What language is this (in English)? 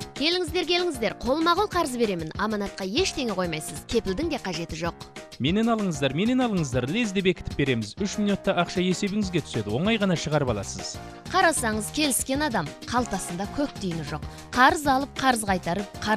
Kazakh